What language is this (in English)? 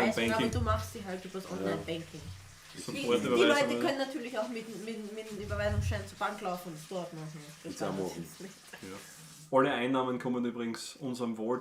Bavarian